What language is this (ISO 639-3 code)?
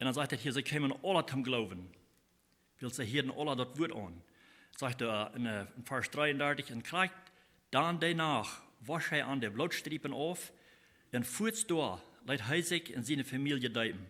pdt